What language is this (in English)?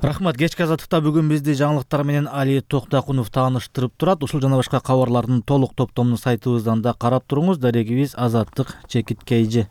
Kyrgyz